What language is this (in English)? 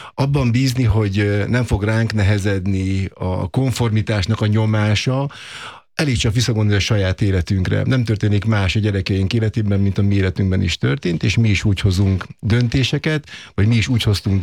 Hungarian